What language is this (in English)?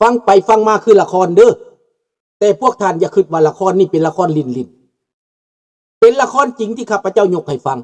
Lao